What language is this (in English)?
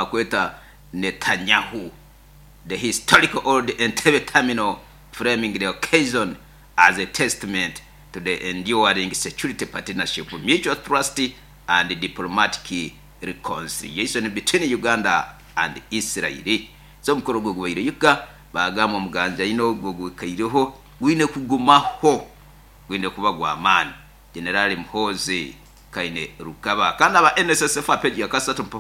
Nyoro